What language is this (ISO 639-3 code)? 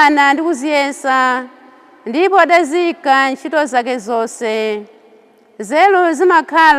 nya